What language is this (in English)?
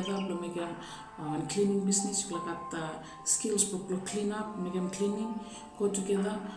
Bislama